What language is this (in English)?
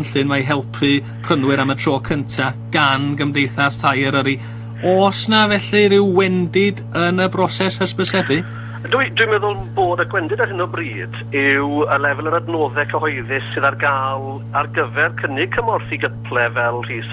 Welsh